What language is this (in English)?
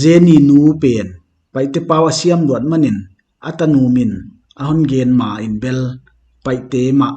Paite Chin